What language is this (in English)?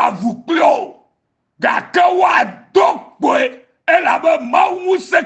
Ewe